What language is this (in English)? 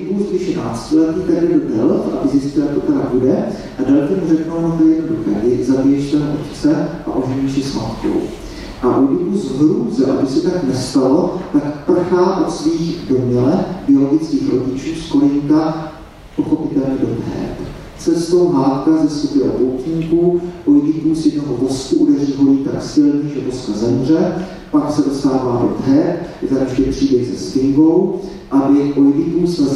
Czech